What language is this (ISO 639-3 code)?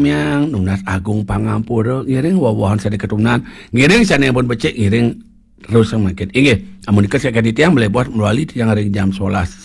ban